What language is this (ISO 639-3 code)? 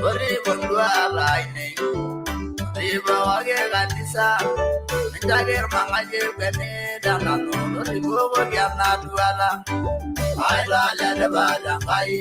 mas